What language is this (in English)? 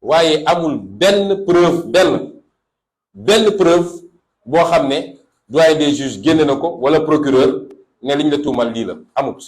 Wolof